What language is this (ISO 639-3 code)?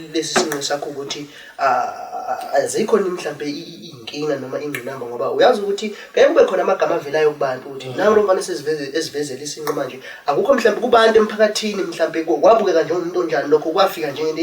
zul